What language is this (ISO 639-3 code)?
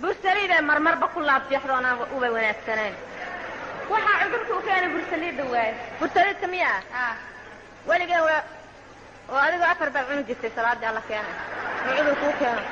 som